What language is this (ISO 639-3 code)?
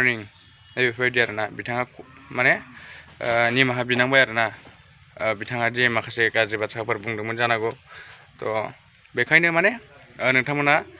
brx